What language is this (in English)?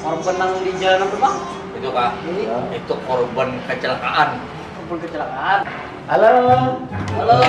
Banjar